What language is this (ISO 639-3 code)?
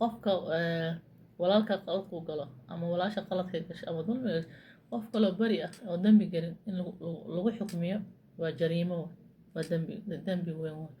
som